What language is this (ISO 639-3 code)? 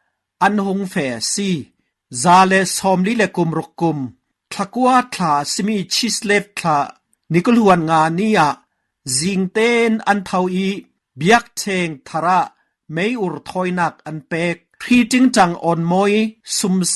cfm